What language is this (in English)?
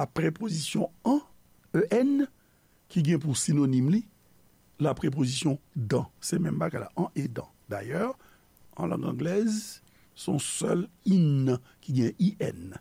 Haitian Creole